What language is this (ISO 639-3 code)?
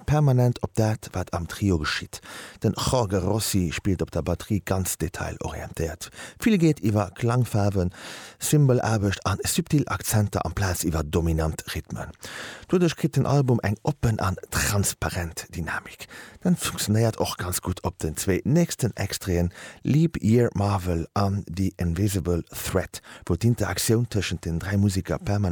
ltz